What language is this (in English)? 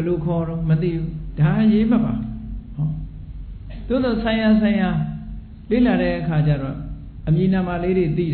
Burmese